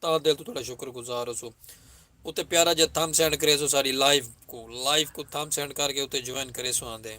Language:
Saraiki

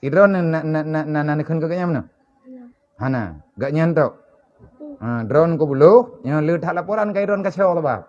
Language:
Achinese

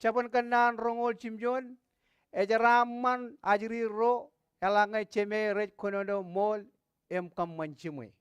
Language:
Marshallese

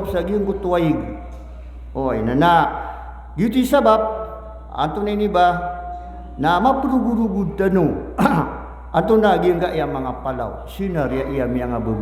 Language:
Maranao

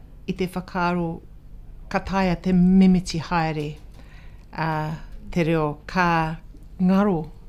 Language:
Māori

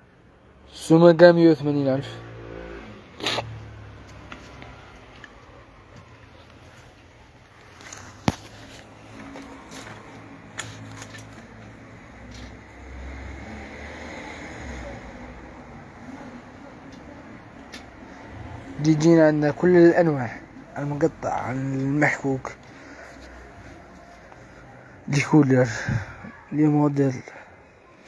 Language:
Algerian Arabic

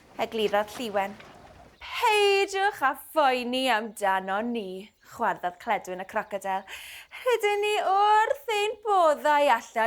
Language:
Welsh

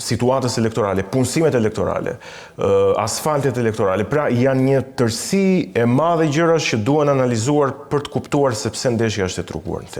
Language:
Albanian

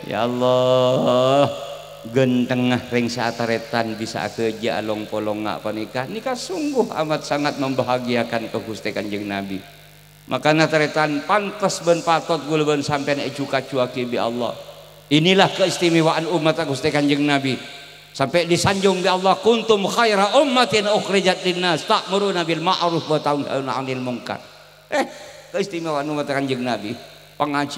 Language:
Madurese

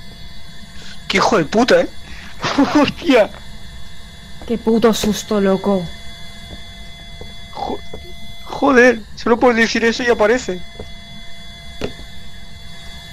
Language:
Spanish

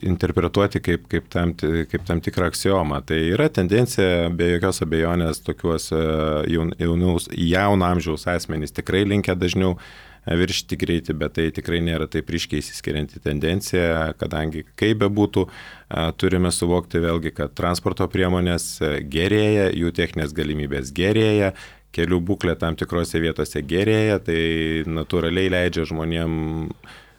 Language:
Lithuanian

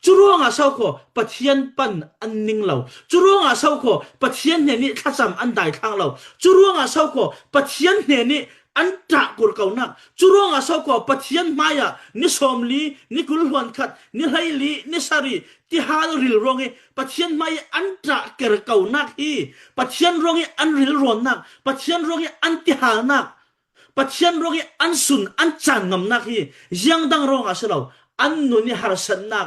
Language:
Falam Chin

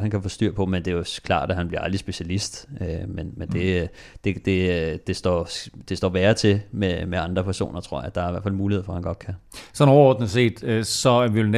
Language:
Danish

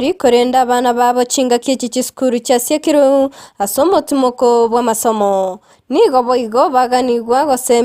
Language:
Gusii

